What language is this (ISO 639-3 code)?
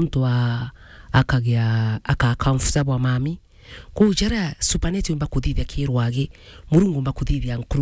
mer